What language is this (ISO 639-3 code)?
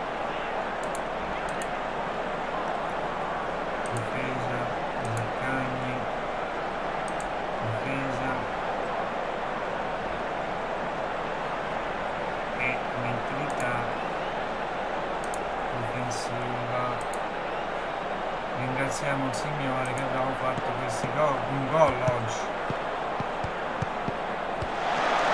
ita